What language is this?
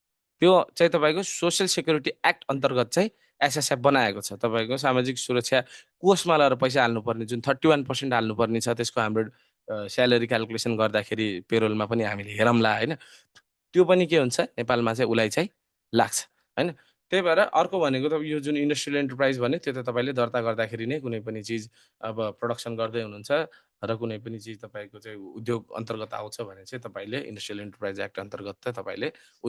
Nepali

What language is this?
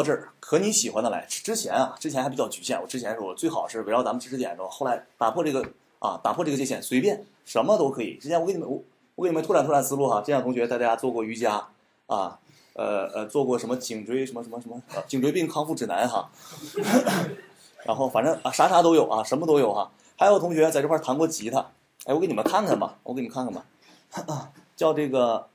Chinese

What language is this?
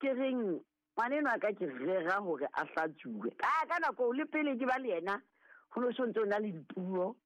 Southern Sotho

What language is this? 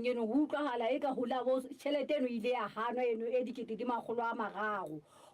Southern Sotho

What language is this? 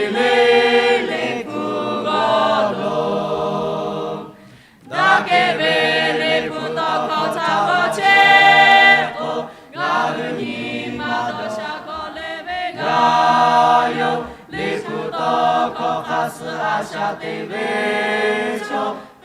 Lahu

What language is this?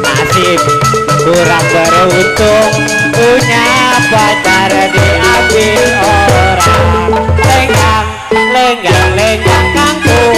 Betawi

